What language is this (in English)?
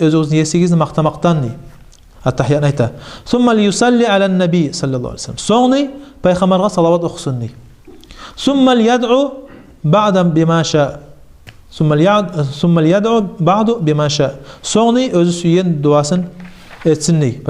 Kumyk